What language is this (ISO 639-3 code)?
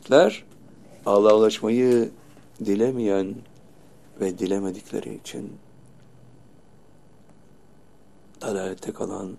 tur